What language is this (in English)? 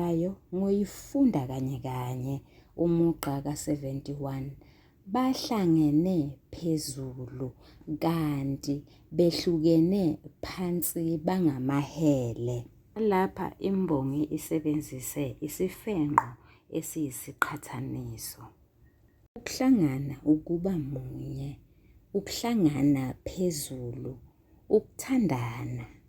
Zulu